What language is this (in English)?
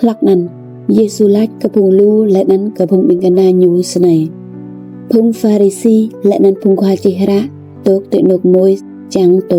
Rade